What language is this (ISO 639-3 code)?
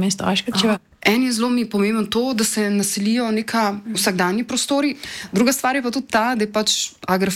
slv